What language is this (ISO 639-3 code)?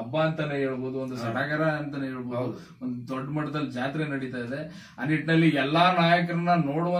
kan